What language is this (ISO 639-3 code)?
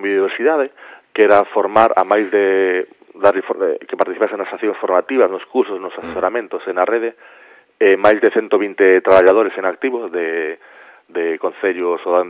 glg